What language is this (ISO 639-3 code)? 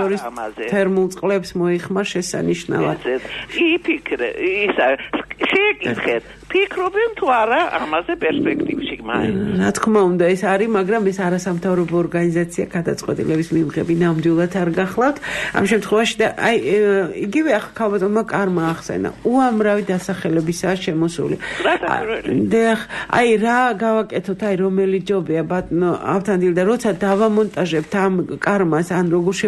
kat